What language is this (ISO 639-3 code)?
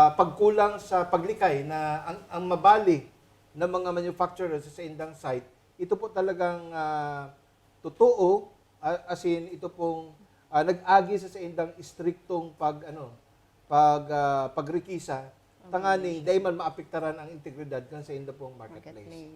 bik